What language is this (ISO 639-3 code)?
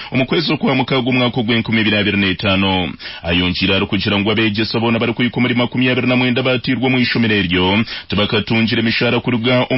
nyn